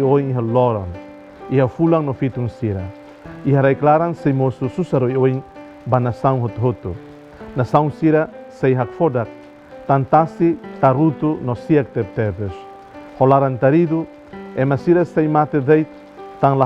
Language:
Tetum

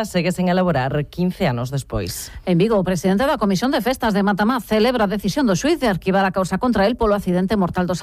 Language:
Galician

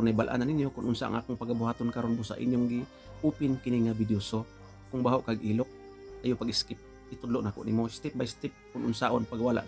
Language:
Cebuano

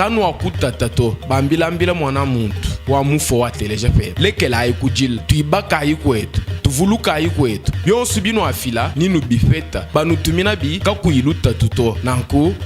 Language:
Luba-Lulua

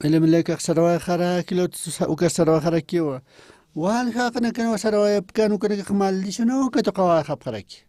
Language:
Aymara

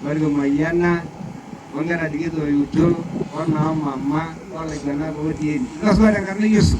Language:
Masai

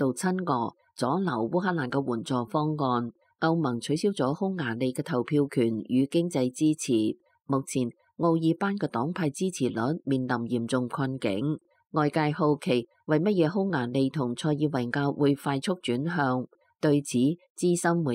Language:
Cantonese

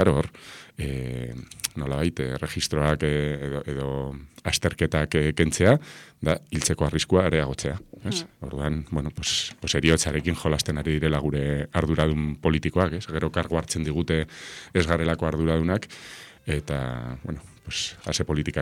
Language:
Basque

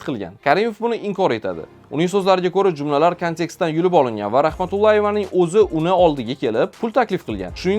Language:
Uzbek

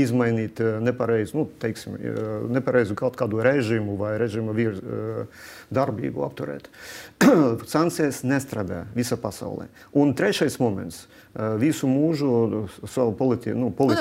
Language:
Latvian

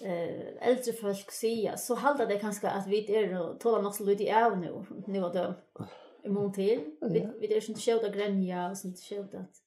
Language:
Faroese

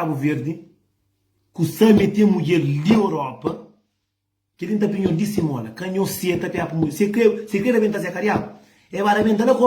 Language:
Kabuverdianu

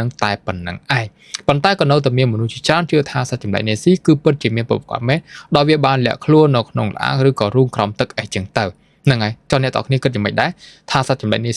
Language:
Khmer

